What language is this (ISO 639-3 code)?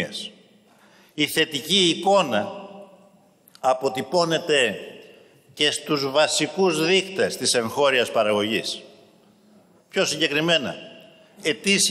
ell